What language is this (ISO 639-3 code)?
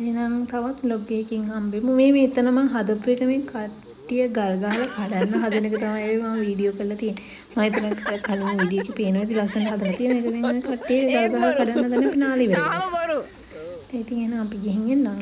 sin